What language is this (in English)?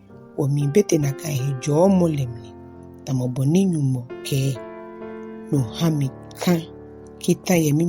Ga